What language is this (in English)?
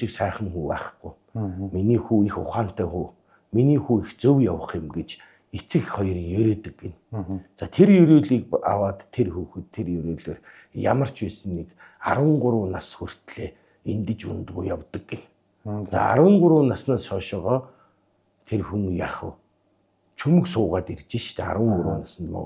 Mongolian